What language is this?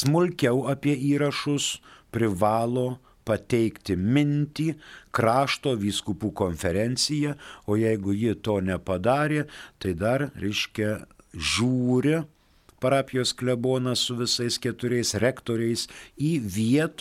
Lithuanian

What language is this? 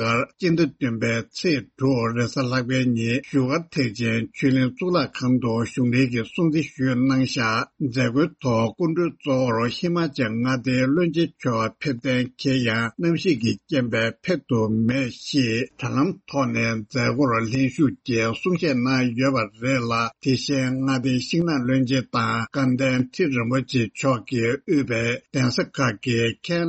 Tibetan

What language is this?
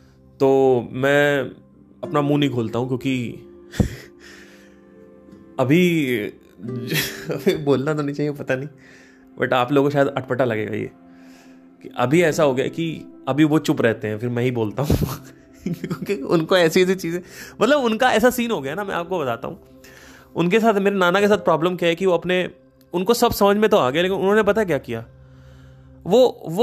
Hindi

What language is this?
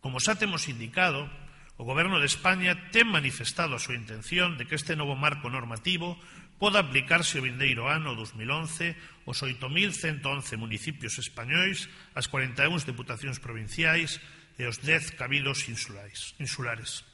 Galician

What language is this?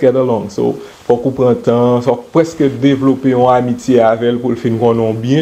Haitian Creole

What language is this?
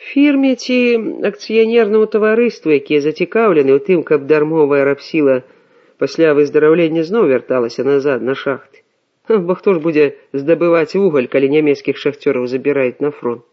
Belarusian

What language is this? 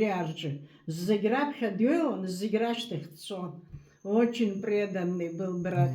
Abkhazian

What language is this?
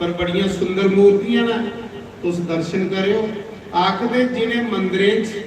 Dogri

